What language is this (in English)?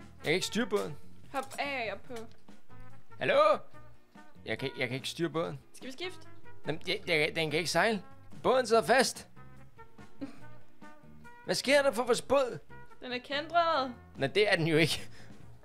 Danish